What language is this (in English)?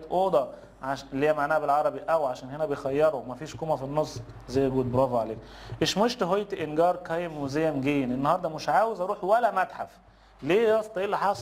Egyptian Arabic